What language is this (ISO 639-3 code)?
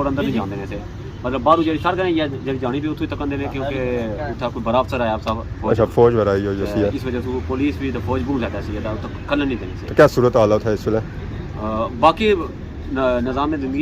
phr